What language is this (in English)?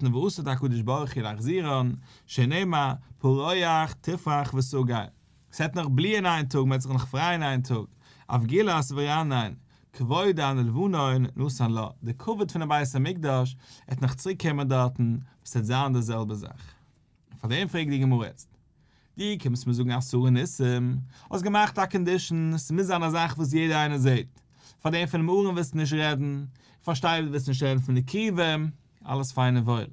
Yiddish